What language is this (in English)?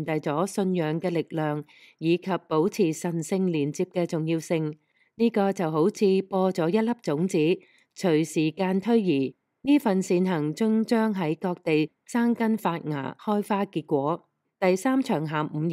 Cantonese